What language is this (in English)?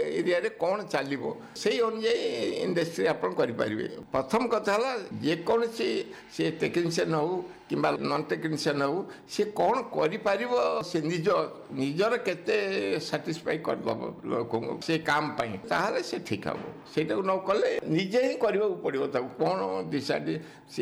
Odia